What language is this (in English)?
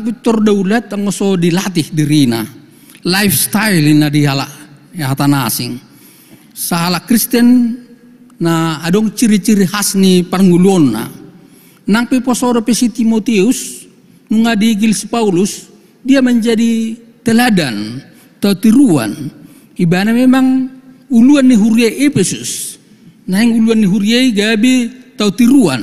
Batak Toba